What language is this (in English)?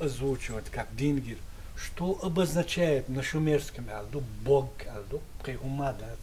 Chechen